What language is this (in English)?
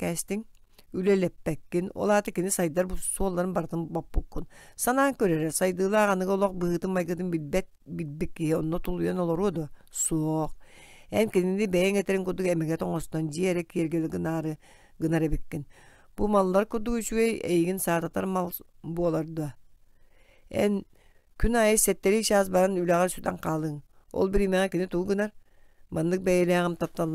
Yakut